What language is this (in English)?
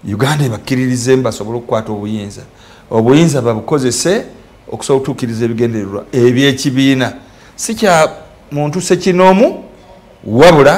Ganda